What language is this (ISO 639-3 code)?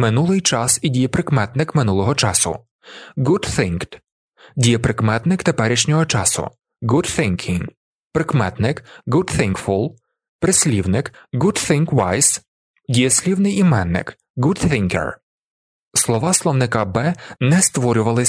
ukr